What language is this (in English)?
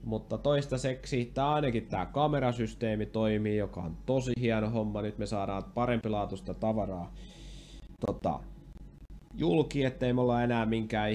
Finnish